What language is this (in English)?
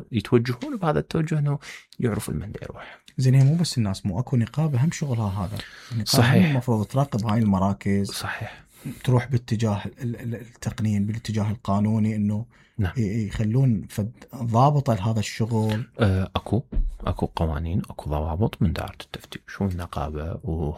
Mesopotamian Arabic